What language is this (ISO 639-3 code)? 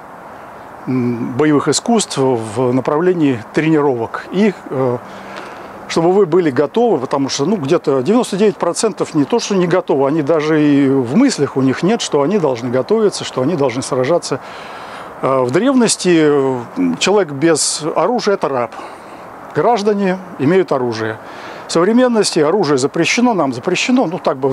rus